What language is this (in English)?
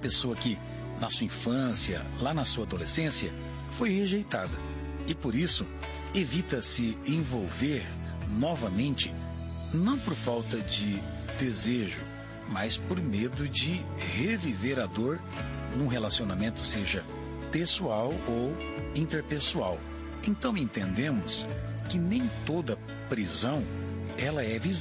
Portuguese